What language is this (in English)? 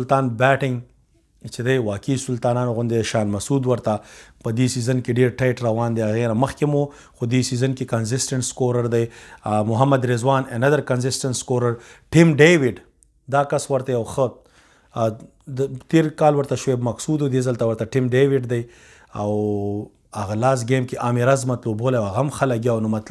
Pashto